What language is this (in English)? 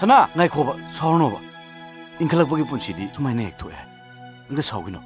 Manipuri